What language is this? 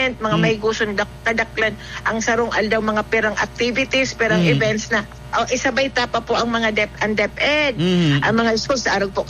Bikol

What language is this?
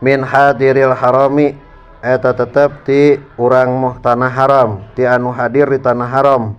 Sundanese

